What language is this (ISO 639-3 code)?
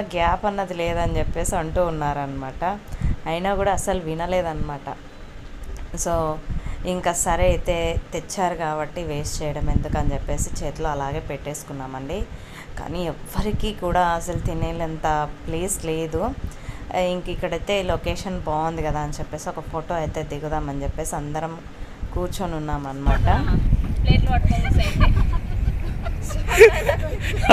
tel